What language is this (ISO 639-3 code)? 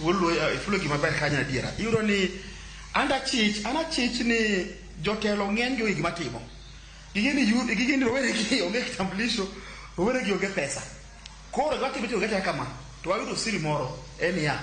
luo